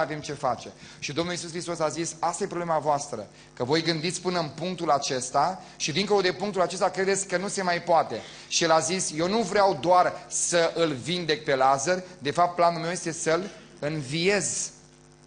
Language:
Romanian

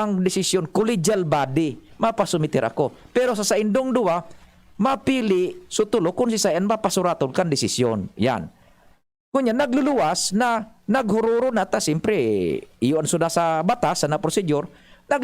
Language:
Bikol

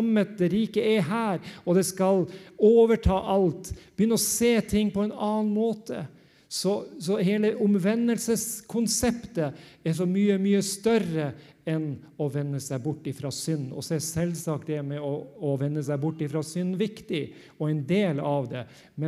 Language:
Norwegian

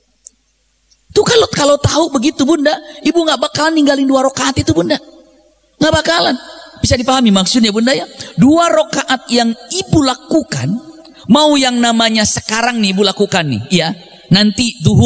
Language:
Indonesian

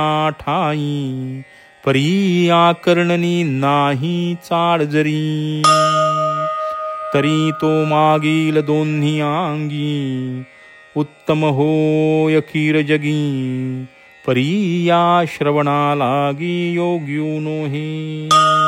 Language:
Marathi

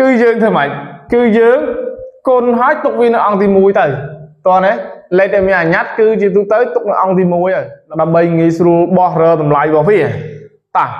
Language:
Khmer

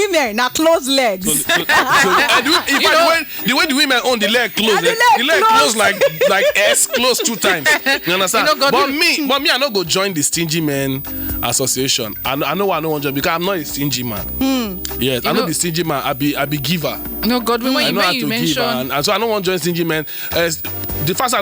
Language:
Nigerian Pidgin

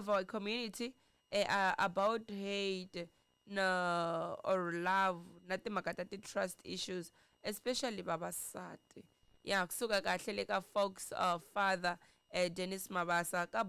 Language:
Tsonga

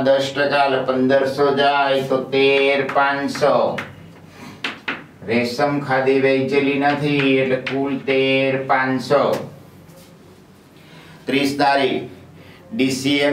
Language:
Gujarati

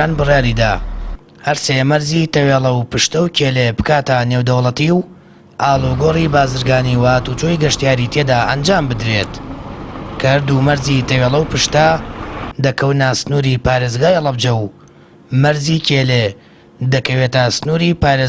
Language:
Central Kurdish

